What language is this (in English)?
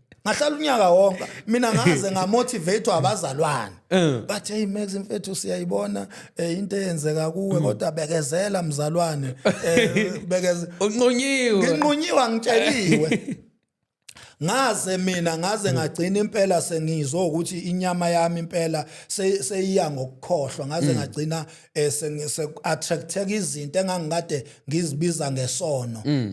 Zulu